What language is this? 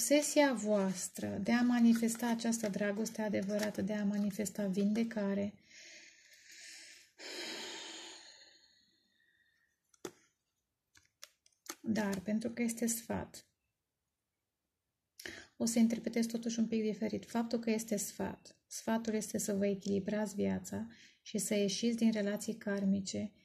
Romanian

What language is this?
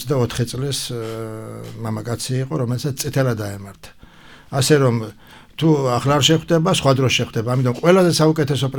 Georgian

